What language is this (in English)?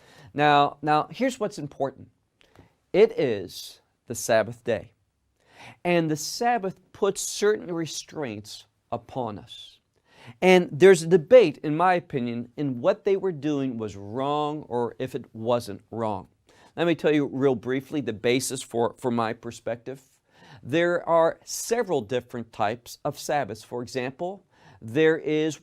English